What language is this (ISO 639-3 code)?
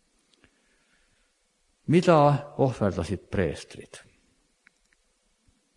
est